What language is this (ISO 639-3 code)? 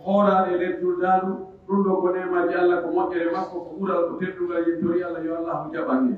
fuf